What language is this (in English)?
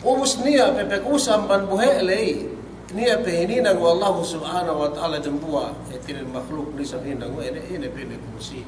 Yakan